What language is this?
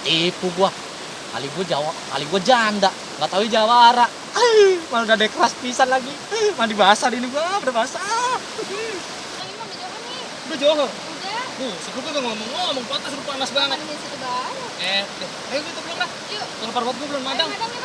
Betawi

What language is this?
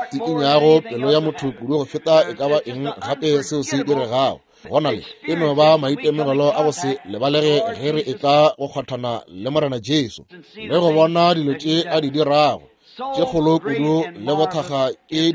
Northern Sotho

